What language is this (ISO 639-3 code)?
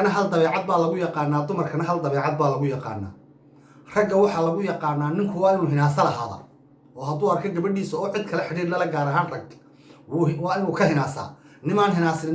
som